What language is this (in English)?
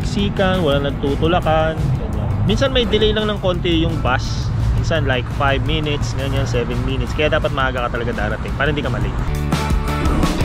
Filipino